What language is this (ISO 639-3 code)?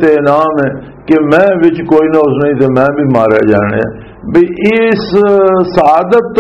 lah